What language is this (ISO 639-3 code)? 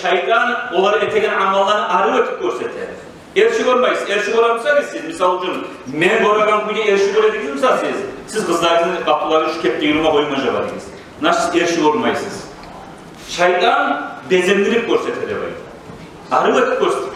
kum